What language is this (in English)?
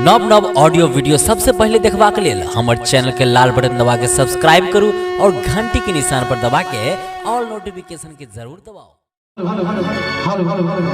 Maithili